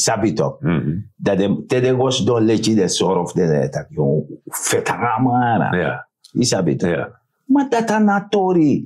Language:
Sranan Tongo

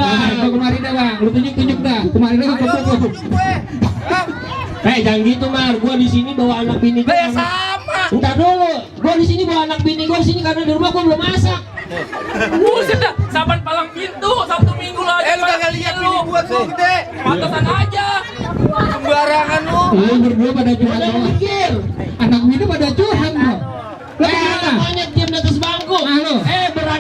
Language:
Betawi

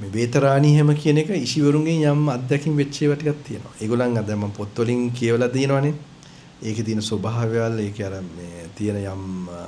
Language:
Sinhala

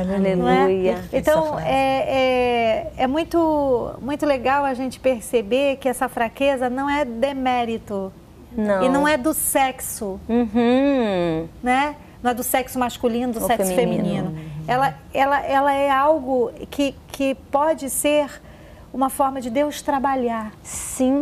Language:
Portuguese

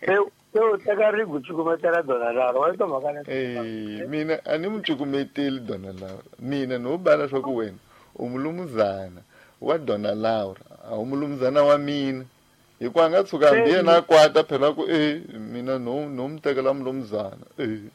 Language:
Tsonga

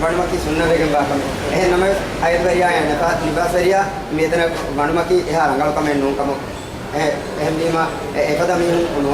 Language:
Divehi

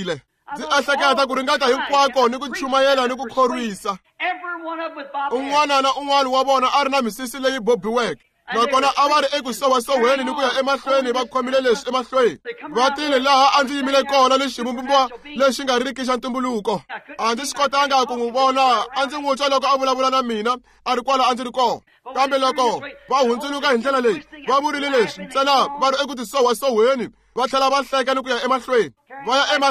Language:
Tsonga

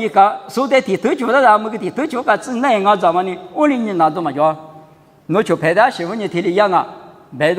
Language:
Lisu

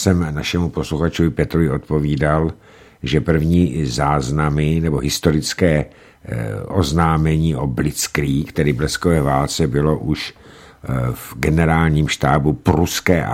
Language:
Czech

